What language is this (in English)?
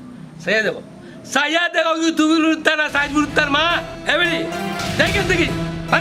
Sylheti